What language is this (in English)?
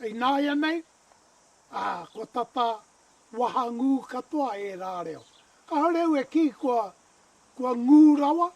Māori